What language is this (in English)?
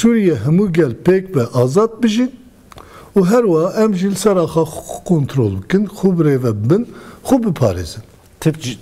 Kurdish